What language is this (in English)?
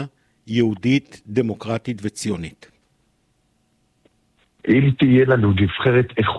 Hebrew